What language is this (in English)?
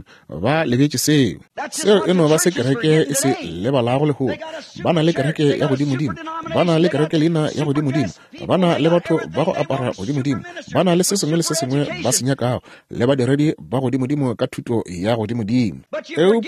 Northern Sotho